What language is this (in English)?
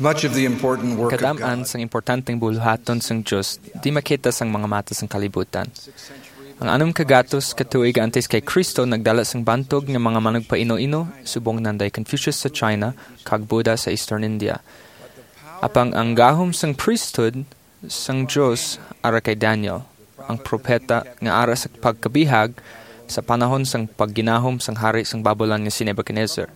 Hiligaynon